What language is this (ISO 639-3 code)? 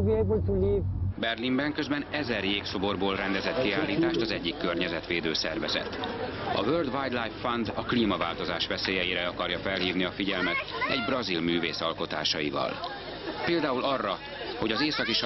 hun